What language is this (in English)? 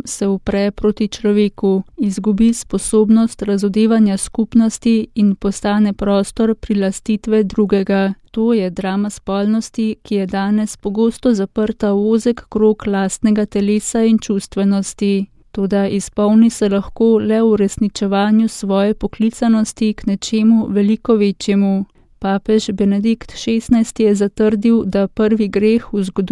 Slovenian